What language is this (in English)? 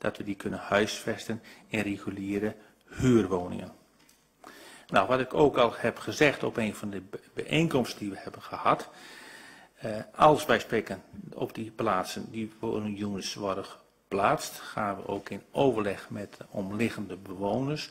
Dutch